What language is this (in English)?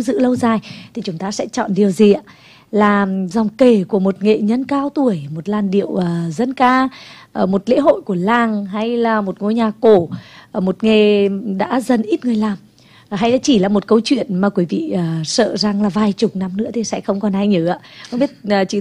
Vietnamese